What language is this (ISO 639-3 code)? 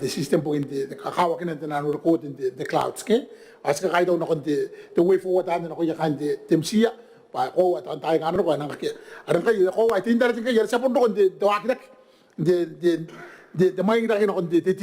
gil